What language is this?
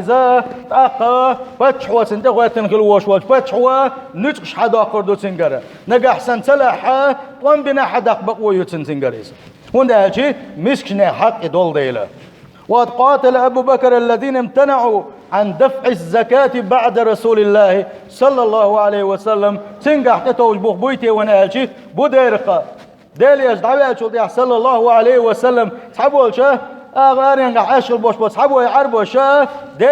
Chechen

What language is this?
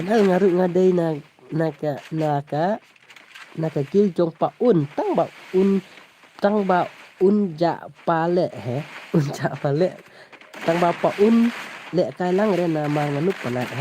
Khasi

